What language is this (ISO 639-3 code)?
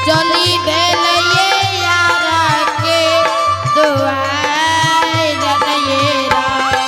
anp